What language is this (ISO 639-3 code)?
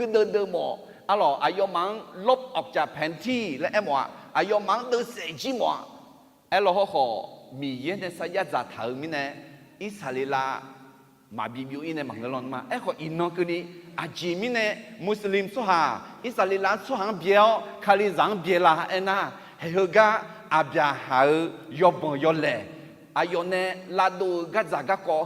ahk